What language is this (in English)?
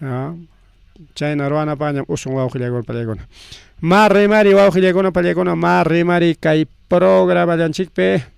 Ayacucho Quechua